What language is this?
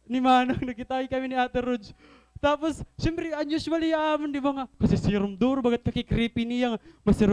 Waray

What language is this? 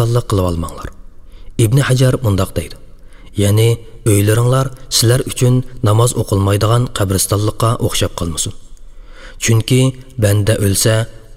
Uyghur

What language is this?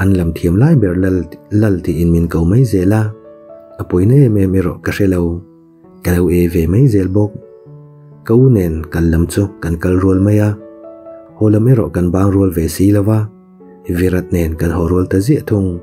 Mizo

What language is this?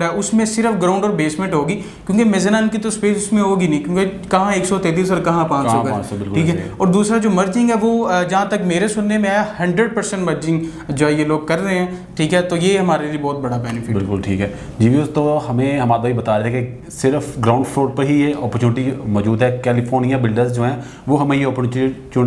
Hindi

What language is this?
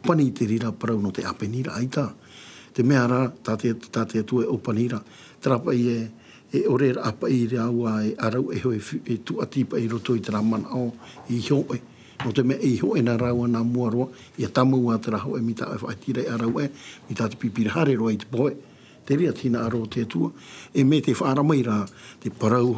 Tahitian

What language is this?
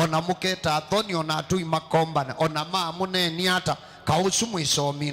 Kamba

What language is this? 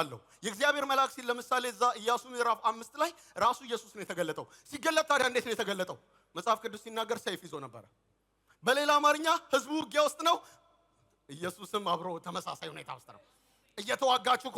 Amharic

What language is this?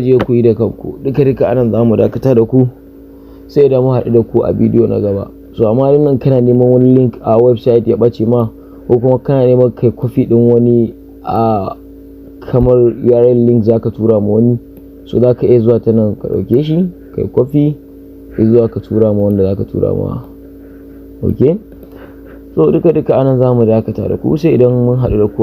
Hausa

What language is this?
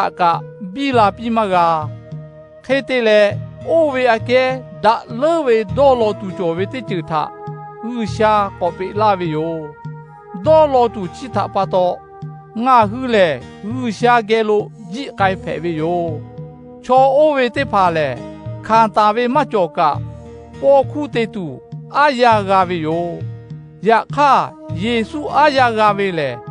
Lahu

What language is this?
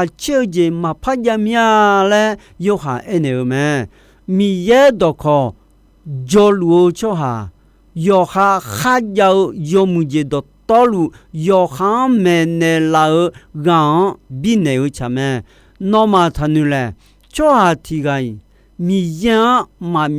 Akha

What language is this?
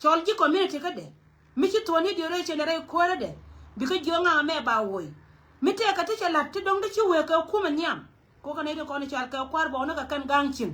Nuer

